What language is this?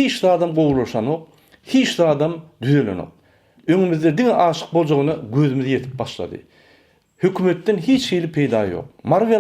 Turkmen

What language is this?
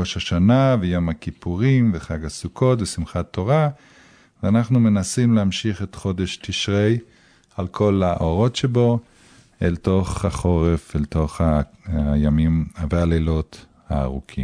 Hebrew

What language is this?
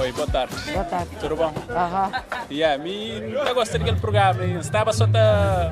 Kabuverdianu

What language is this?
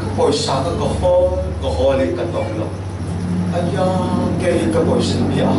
Falam Chin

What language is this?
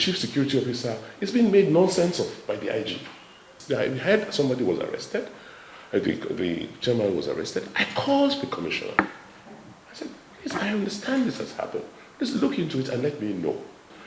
Nigerian Pidgin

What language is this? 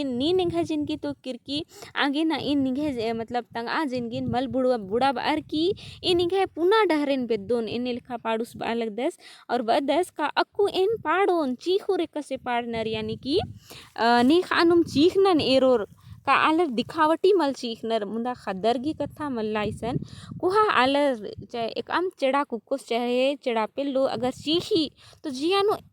Kurukh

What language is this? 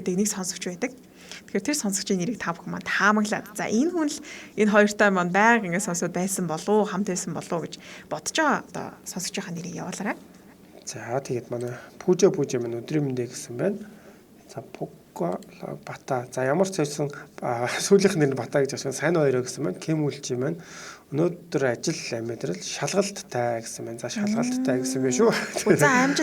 Mongolian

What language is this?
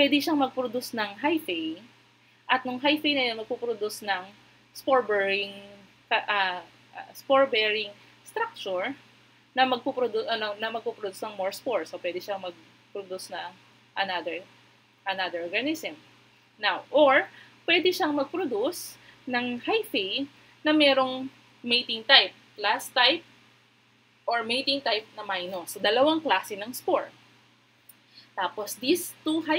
Filipino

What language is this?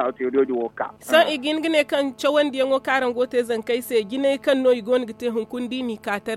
Zarma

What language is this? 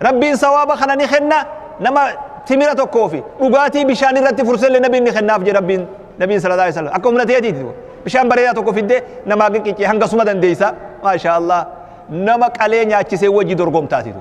Oromo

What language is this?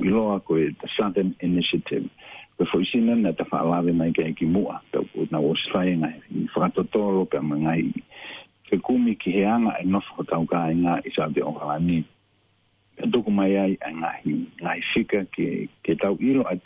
Tongan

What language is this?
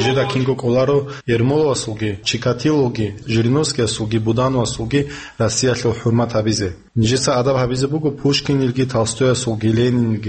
Avaric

